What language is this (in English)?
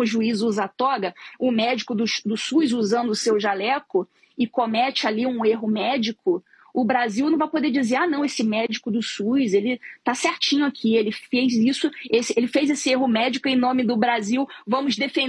Portuguese